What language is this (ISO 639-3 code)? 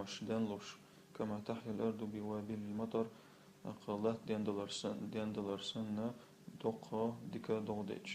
che